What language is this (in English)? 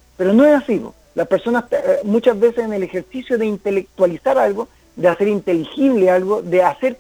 Spanish